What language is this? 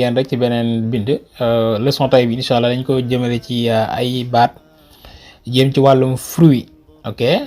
Wolof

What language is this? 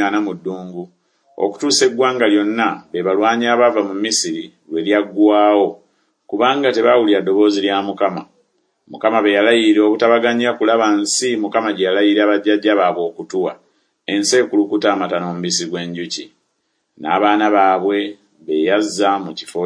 Ganda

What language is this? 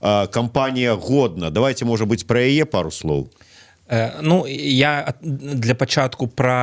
Belarusian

